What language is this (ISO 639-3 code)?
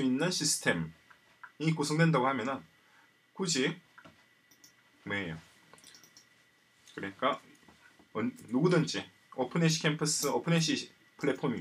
kor